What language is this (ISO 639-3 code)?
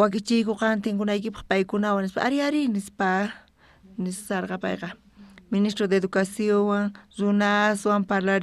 quh